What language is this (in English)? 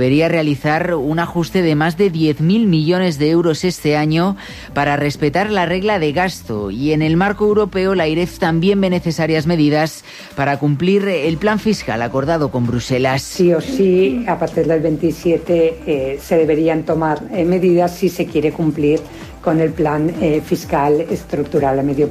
Spanish